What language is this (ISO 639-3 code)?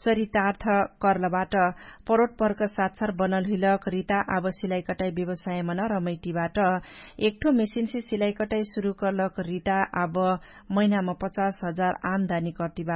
thl